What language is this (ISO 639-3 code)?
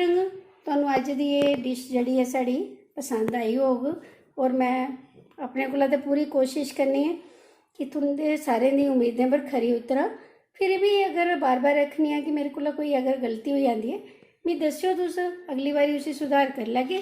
doi